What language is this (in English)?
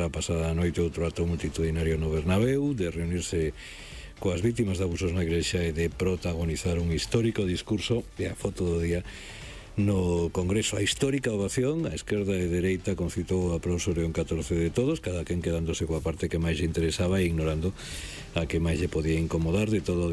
Galician